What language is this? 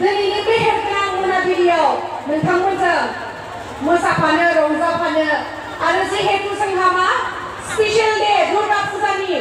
Bodo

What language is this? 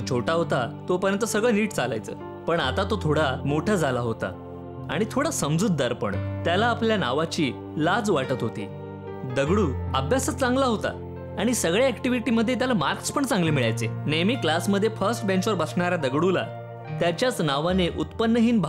Marathi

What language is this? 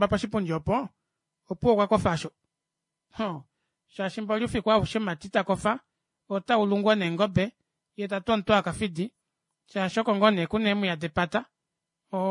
Kuanyama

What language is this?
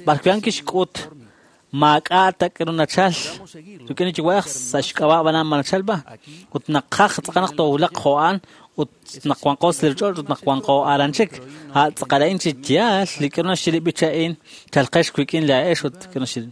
Kekchí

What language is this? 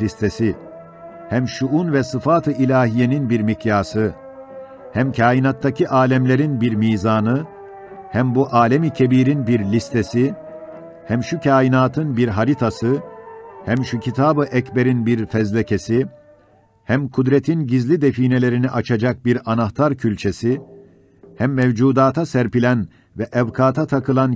Ottoman Turkish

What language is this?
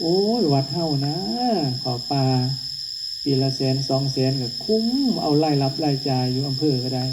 Northeastern Thai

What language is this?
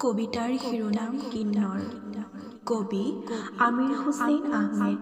Assamese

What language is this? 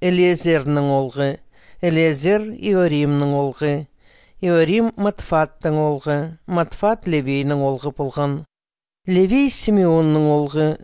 Khakas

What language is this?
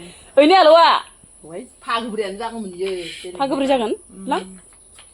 Bodo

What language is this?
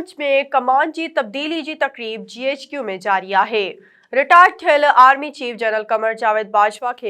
Sindhi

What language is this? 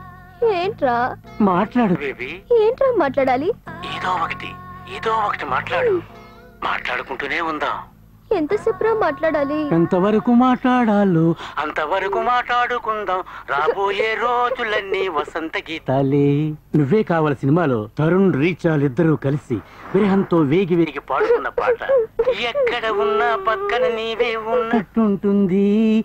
Telugu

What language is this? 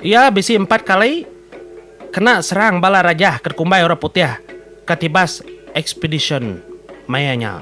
Iban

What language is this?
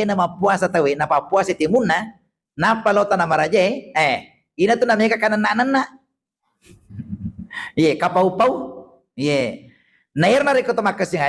Buginese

